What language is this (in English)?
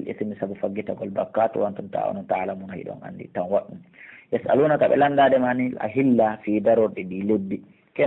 Pular